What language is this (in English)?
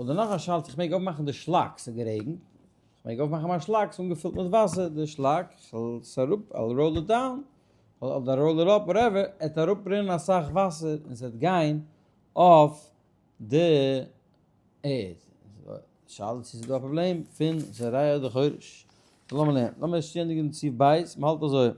Yiddish